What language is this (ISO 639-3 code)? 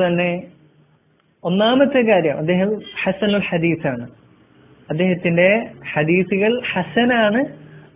mal